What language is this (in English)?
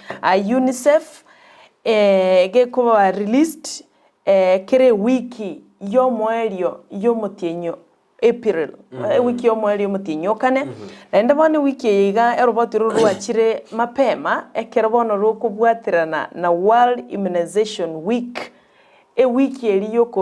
Gusii